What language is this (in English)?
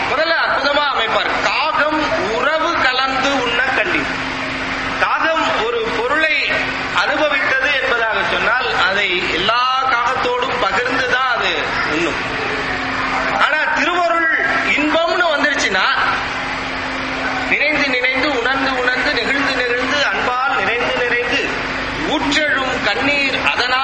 Tamil